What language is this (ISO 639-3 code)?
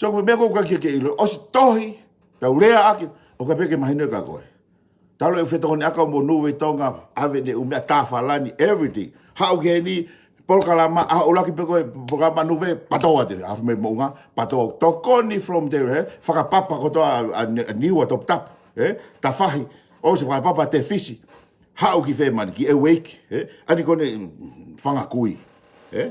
ton